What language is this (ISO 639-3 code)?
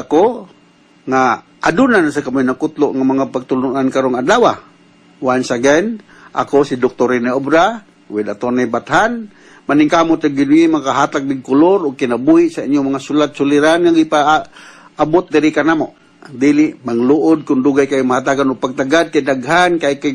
ceb